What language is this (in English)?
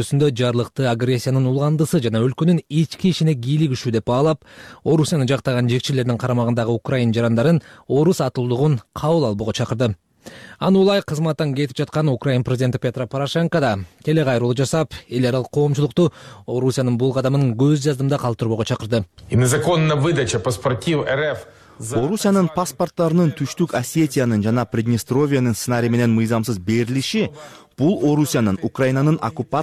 Kyrgyz